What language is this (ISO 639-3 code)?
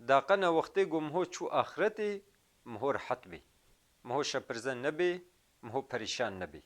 kur